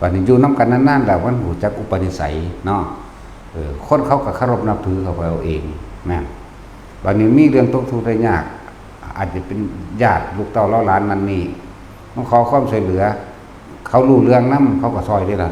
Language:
Northeastern Thai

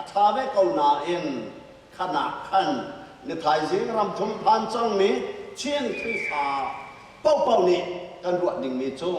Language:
Hakha Chin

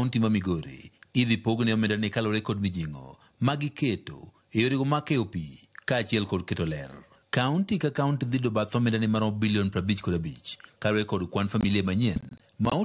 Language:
Luo (Kenya and Tanzania)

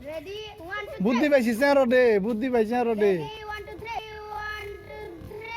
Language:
Kok Borok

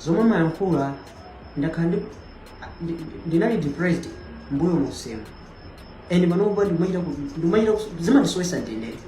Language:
Nyanja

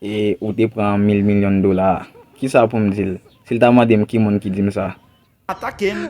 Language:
Haitian Creole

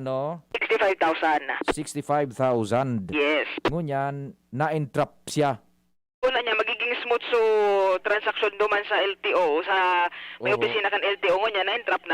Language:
Bikol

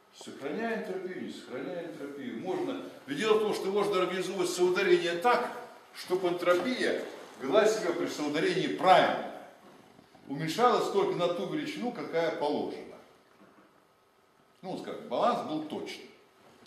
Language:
Russian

